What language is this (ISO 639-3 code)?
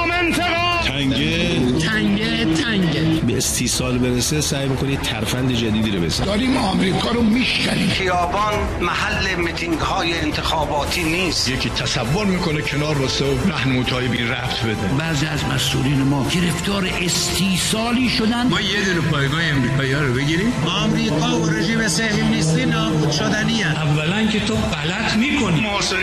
fas